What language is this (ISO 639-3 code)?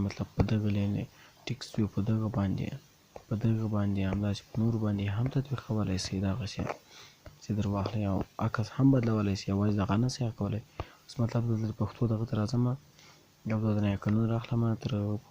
pus